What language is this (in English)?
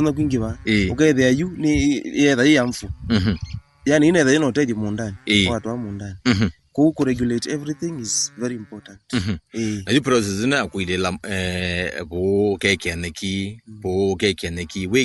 Kamba